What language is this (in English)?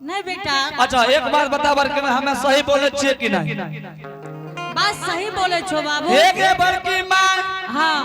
Angika